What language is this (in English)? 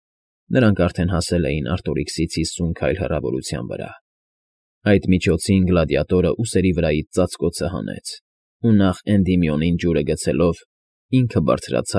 Armenian